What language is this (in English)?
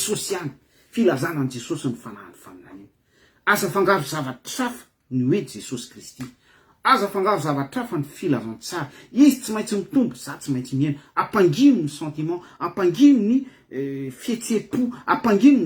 Malagasy